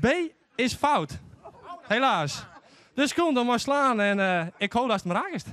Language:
Western Frisian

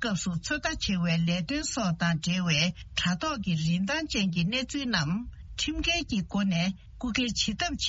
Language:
Tibetan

